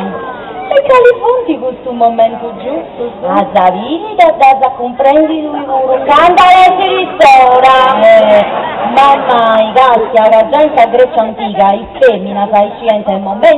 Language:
Sardinian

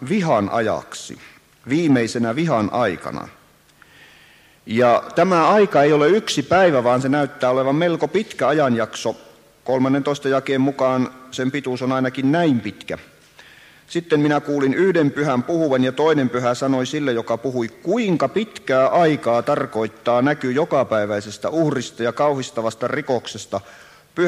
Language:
Finnish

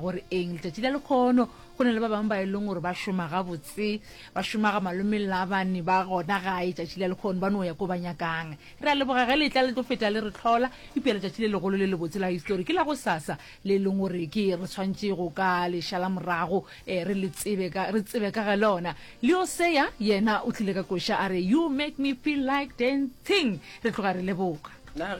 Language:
Northern Sotho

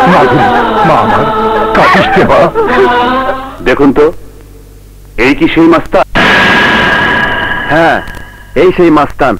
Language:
Bangla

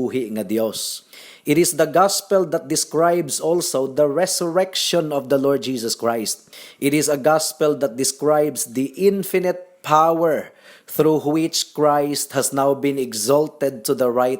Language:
Cebuano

